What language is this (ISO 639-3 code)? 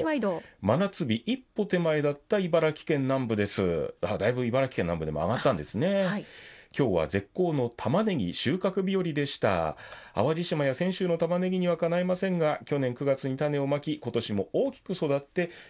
jpn